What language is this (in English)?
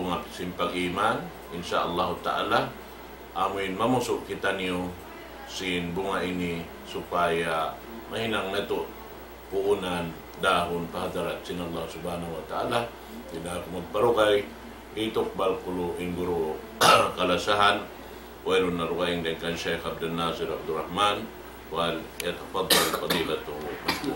Tausug